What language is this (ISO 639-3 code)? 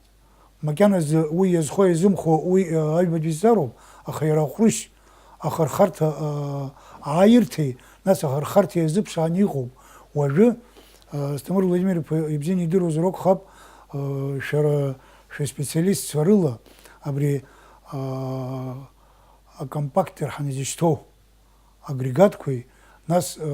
abk